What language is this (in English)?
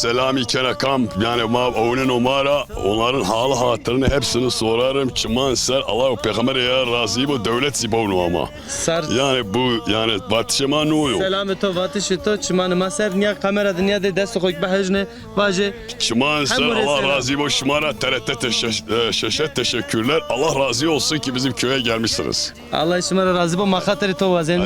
Zaza